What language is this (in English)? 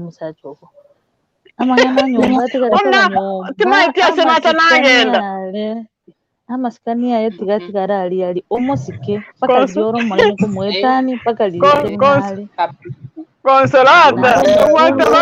Gusii